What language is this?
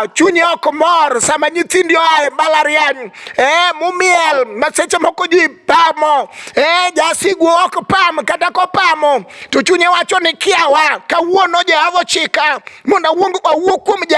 Luo (Kenya and Tanzania)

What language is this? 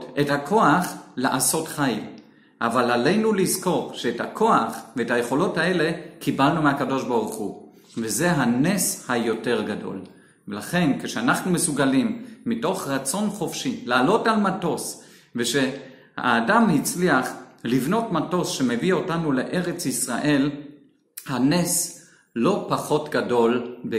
Hebrew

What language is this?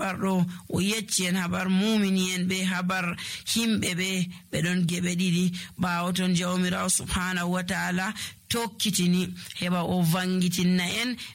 Nigerian Fulfulde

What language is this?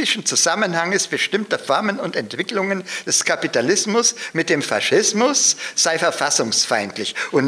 German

